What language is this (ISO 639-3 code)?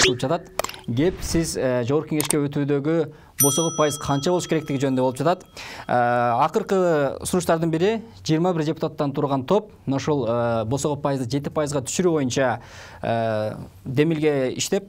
kir